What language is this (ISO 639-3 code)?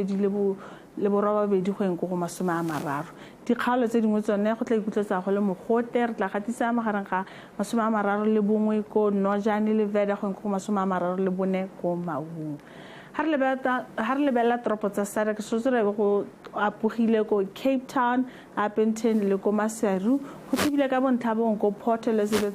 tsn